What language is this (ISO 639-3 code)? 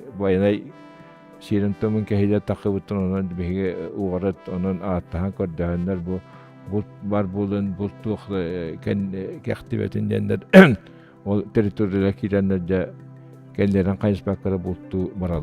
sah